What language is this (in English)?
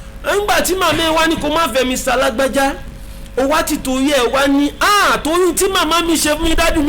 Yoruba